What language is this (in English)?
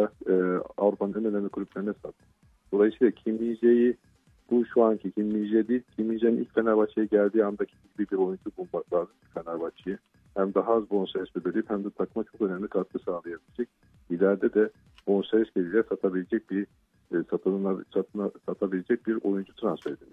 Turkish